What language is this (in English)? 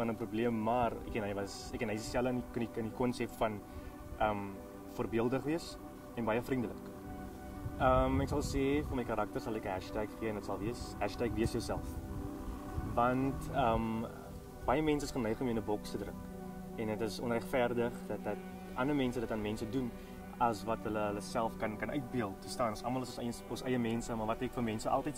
Afrikaans